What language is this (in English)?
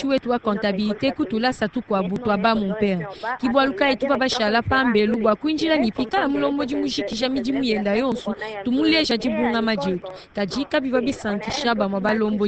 Luba-Lulua